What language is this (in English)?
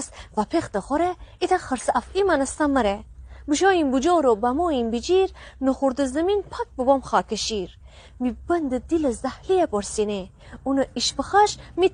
Gilaki